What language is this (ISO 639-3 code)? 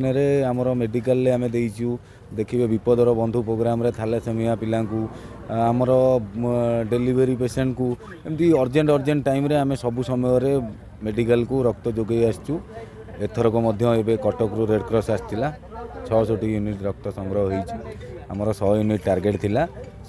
ori